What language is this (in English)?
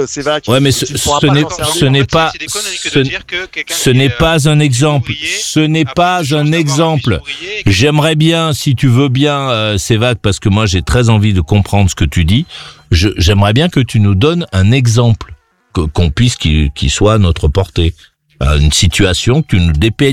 French